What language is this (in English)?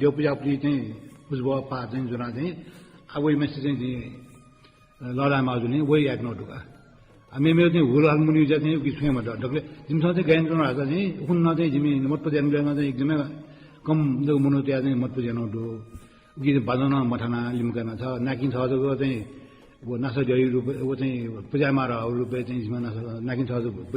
Newari